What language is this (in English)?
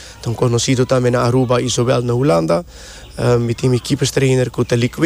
Papiamento